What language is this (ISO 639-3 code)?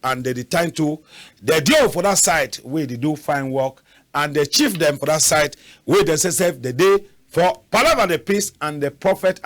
wes